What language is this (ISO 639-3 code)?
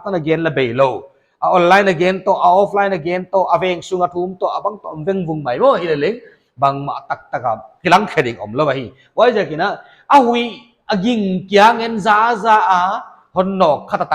pck